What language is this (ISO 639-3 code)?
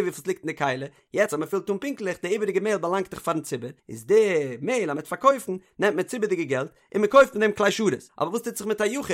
yid